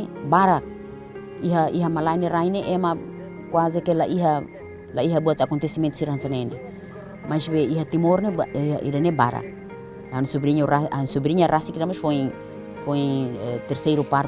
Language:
Tetum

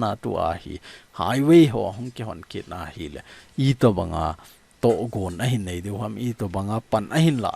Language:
Thado Chin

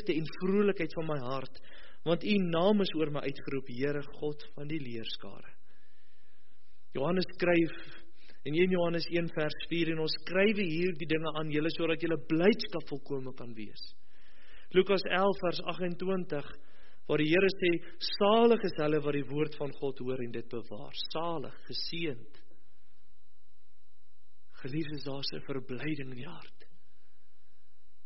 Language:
Afrikaans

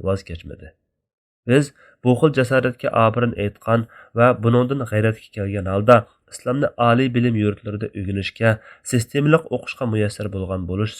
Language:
Uyghur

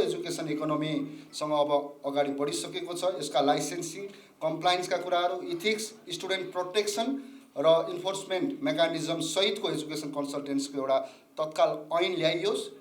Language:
Nepali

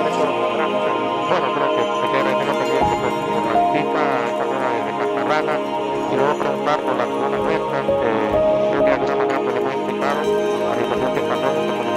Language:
Spanish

